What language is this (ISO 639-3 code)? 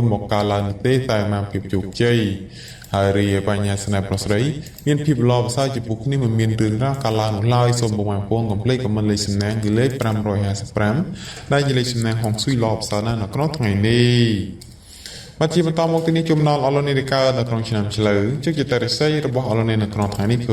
khm